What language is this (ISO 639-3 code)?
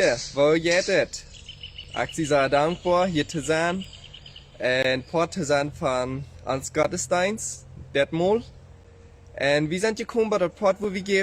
pdt